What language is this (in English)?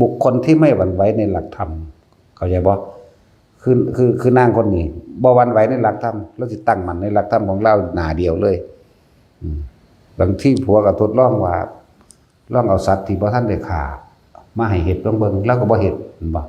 Northeastern Thai